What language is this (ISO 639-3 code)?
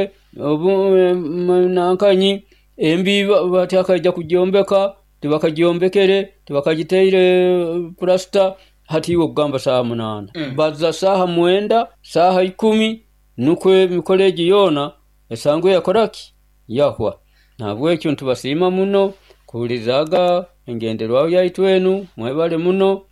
nyo